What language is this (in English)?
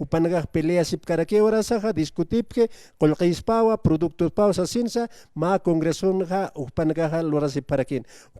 Aymara